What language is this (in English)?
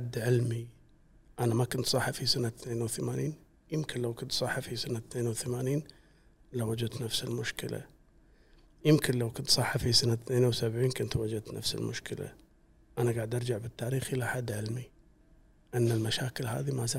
Gulf Arabic